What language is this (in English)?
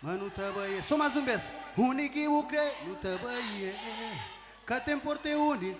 Kabuverdianu